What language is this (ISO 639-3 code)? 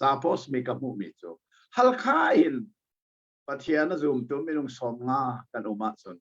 cnh